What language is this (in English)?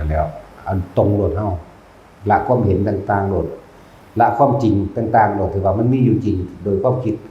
Lao